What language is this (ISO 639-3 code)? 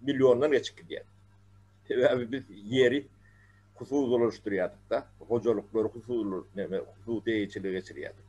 tuk